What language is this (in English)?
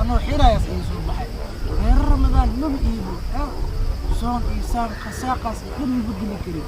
Somali